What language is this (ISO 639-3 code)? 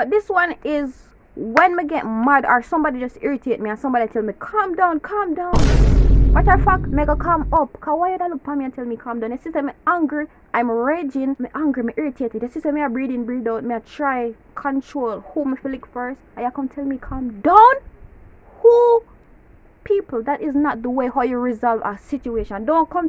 jam